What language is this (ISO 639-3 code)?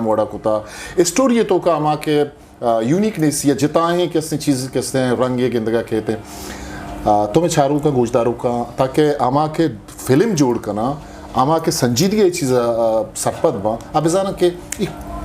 bgp